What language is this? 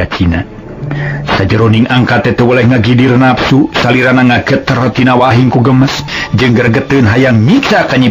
Sundanese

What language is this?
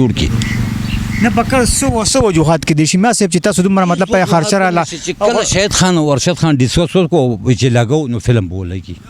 Pashto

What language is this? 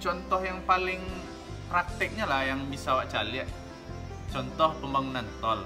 Minangkabau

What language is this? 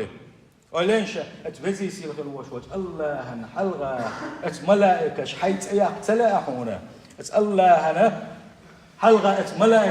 Chechen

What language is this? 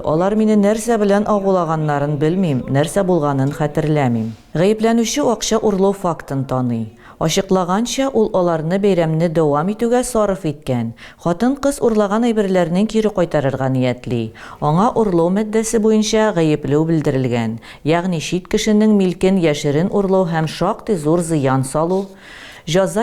Tatar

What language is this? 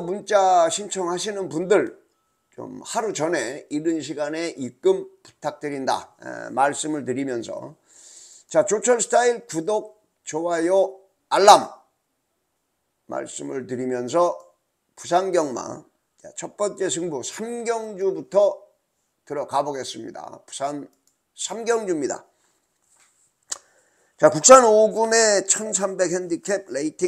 Korean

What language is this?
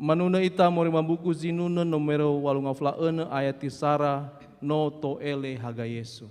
Nias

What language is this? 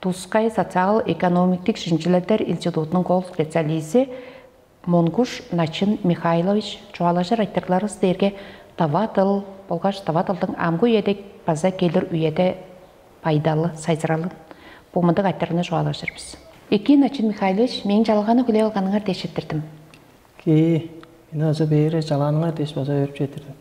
Tuvinian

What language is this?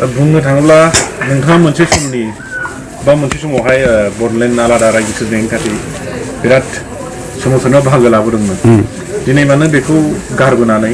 Bodo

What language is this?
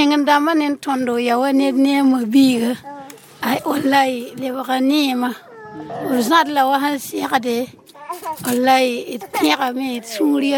Mossi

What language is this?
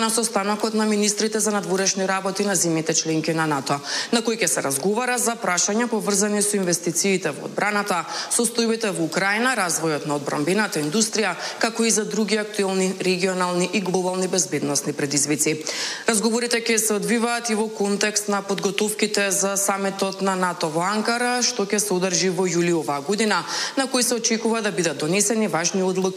Macedonian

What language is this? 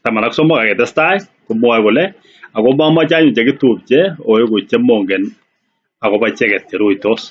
Kalenjin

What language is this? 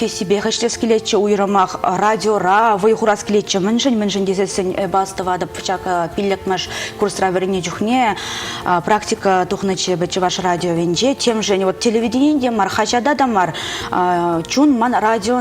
Chuvash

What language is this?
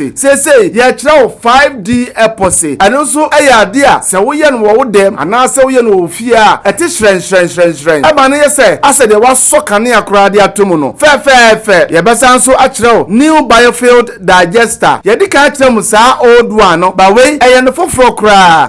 Akan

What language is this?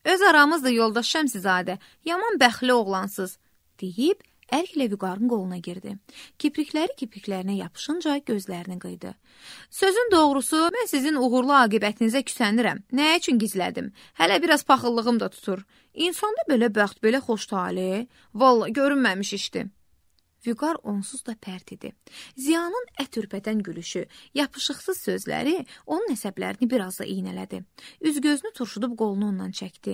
Azerbaijani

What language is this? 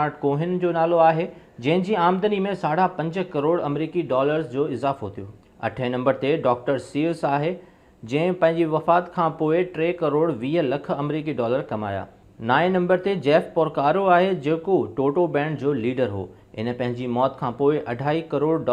Sindhi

